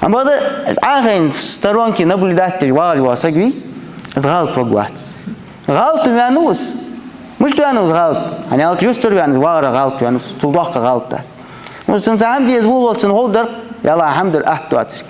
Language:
Ingush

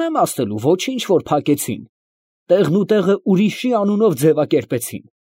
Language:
Armenian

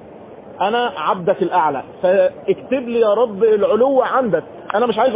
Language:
Arabic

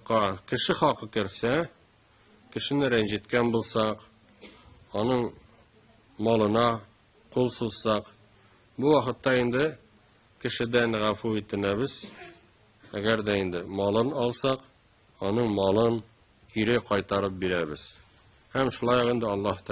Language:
Tatar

